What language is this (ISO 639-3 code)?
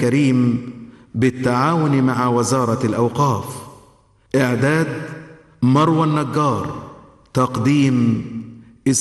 ara